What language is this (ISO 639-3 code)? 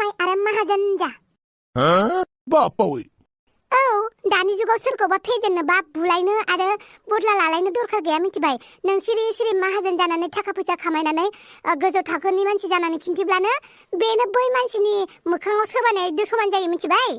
brx